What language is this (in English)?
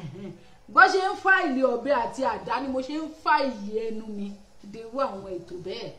Yoruba